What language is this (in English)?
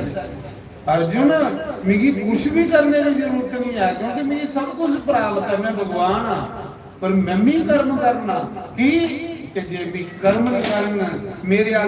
Dogri